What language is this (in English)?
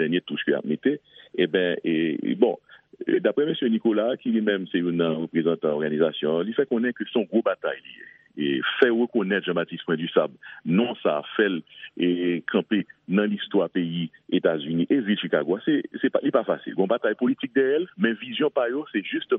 Haitian Creole